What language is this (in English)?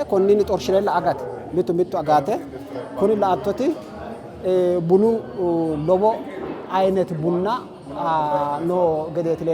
Sidamo